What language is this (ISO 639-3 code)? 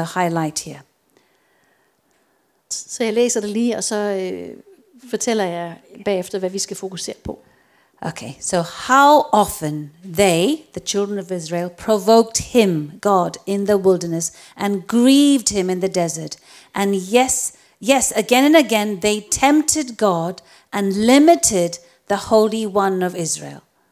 dan